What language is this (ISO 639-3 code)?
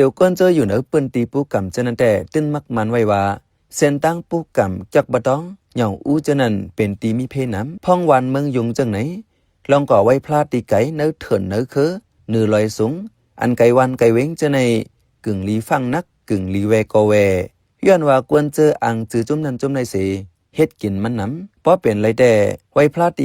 shn